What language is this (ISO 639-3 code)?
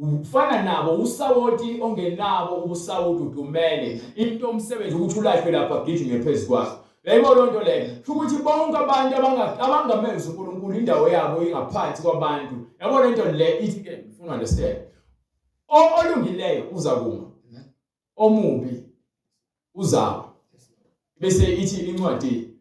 zul